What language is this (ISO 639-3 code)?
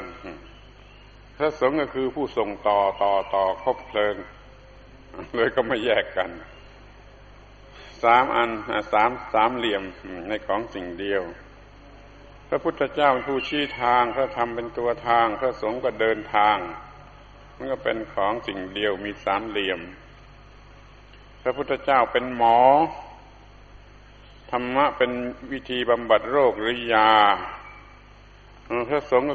tha